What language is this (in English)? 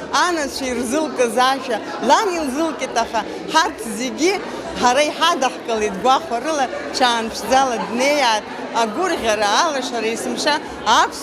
Abkhazian